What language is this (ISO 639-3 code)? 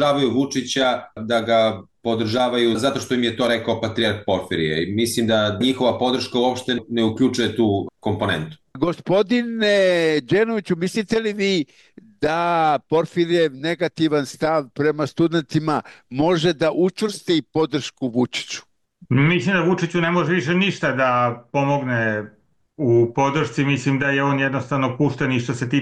srp